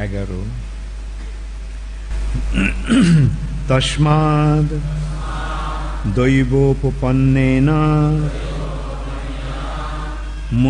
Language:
Bangla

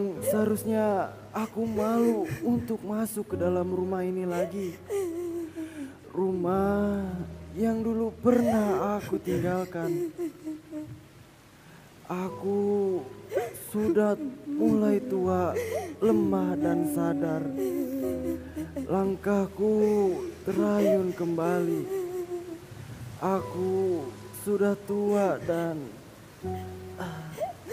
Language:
Indonesian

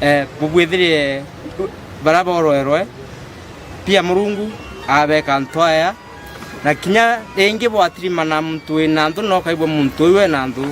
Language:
Meru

